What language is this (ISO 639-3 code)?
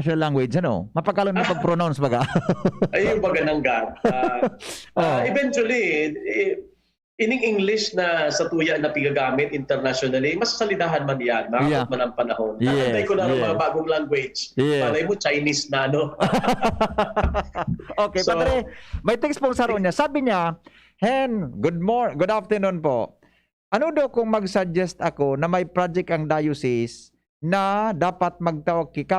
bik